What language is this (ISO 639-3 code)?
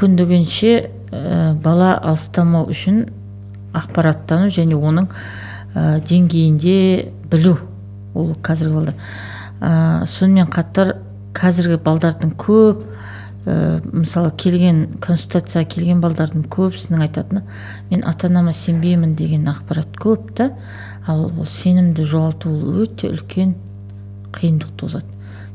kaz